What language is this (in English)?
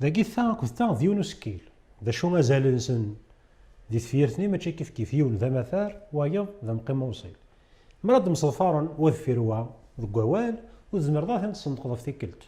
Kabyle